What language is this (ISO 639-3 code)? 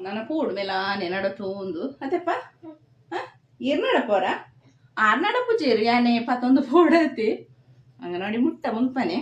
tcy